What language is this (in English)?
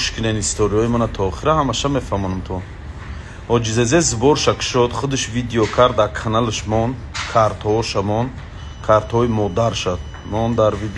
Tajik